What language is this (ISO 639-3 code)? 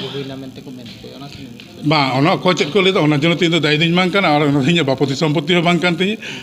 sat